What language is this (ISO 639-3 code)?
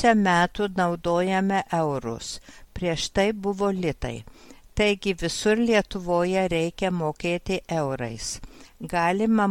lit